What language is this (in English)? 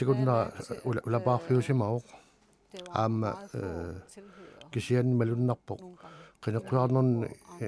Kalaallisut